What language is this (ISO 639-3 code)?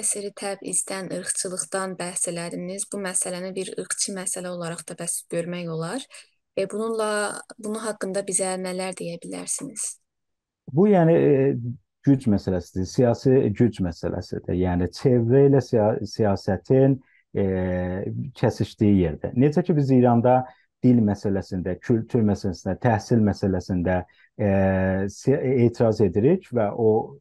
azb